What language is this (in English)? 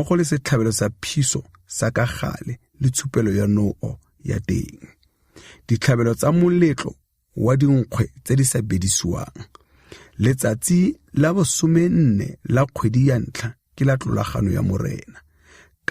Tswana